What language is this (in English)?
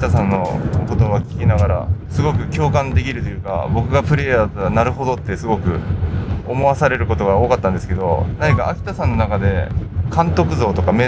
Japanese